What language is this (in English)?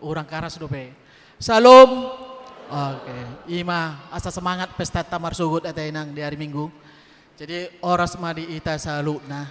Batak Toba